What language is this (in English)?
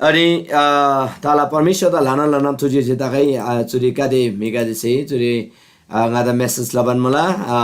Eastern Tamang